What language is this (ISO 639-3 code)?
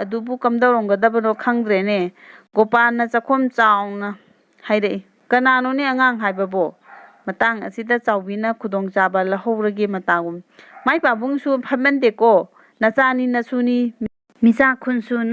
mni